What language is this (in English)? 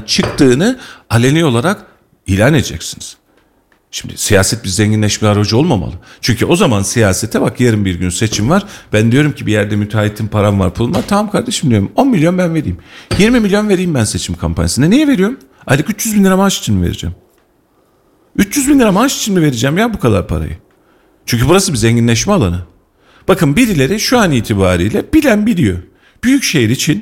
Turkish